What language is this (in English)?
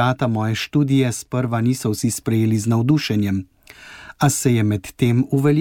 Slovenian